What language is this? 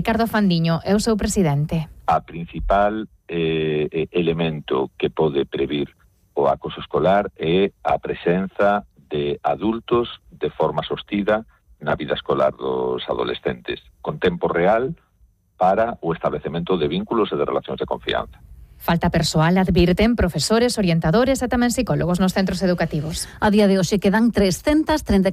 Galician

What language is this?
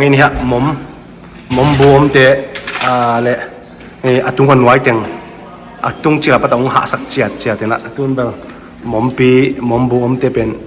Tedim Chin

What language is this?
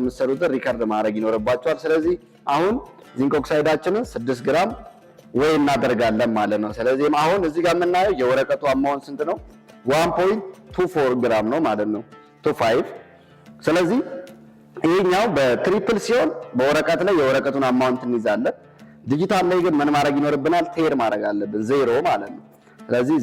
Amharic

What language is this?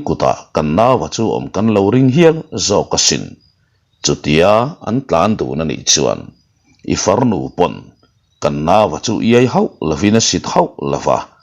Mizo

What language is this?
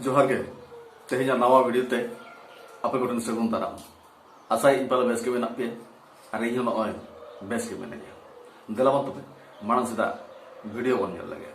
Santali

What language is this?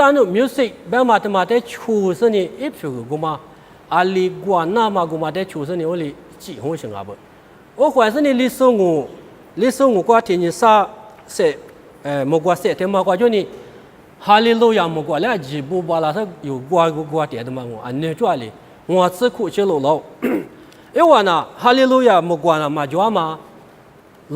Lisu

